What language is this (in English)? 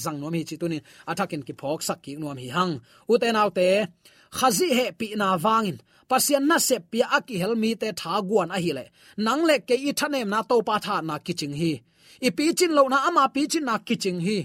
Tedim Chin